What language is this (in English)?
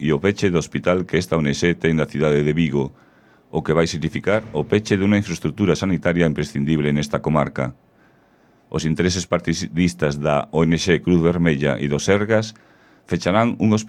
Galician